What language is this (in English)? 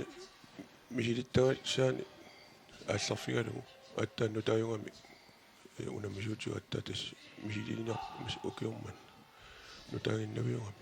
Kalaallisut